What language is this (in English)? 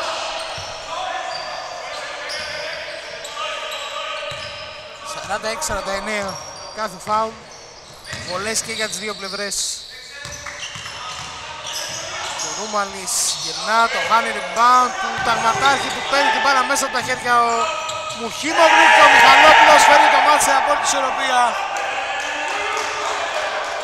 Greek